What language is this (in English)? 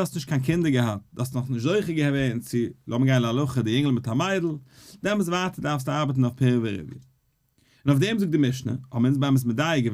Yiddish